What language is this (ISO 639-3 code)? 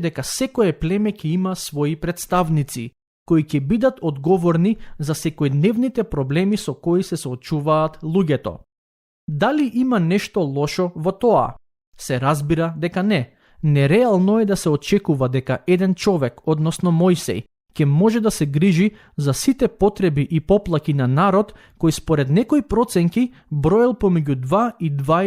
mkd